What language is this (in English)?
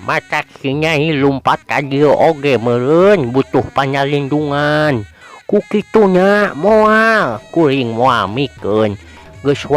Sundanese